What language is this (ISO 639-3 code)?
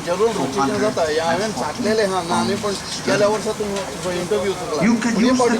kok